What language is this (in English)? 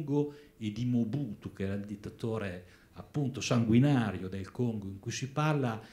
Italian